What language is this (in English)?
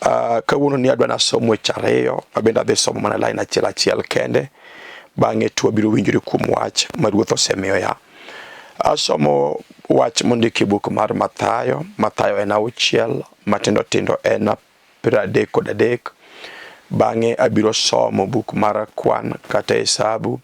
Luo (Kenya and Tanzania)